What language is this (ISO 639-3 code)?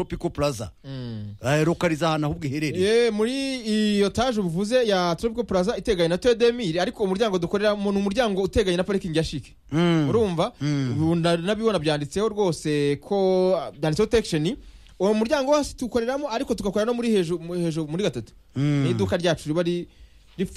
kin